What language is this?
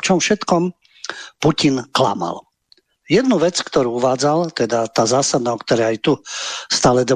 Slovak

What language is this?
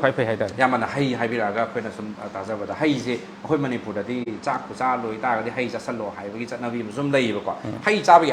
Manipuri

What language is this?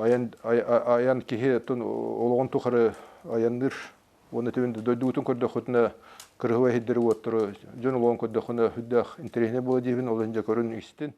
Yakut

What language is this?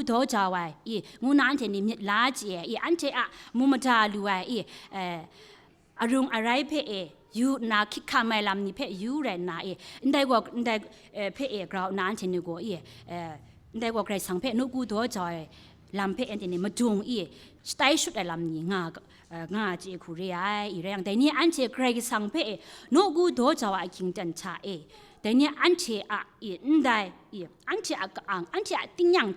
Kachin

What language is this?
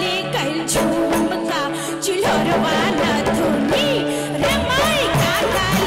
Bhojpuri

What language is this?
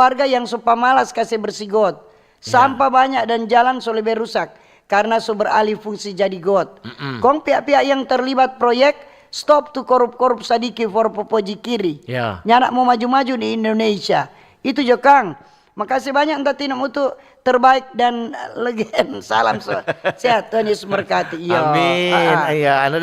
Manado Malay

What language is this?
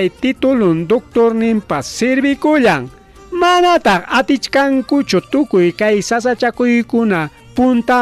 Ayacucho Quechua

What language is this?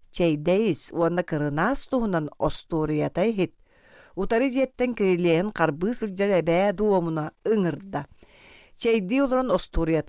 Yakut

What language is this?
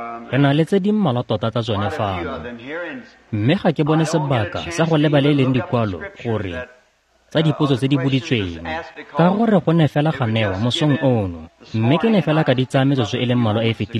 Tswana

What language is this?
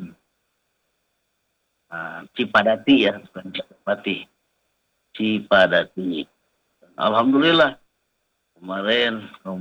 Indonesian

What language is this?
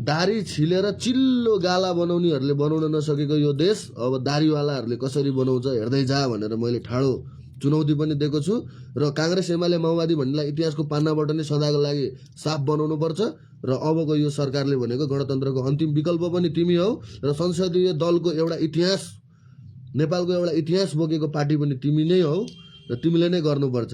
Nepali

